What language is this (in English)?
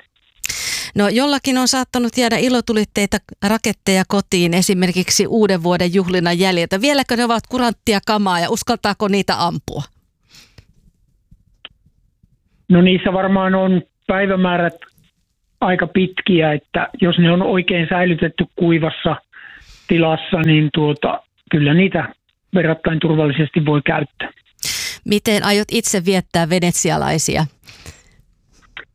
Finnish